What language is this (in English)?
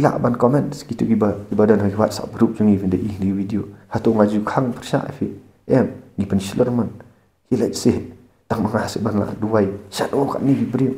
Khasi